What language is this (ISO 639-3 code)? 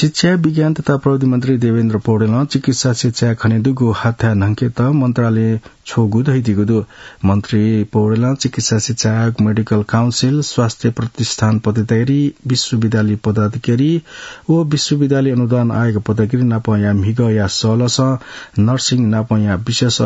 new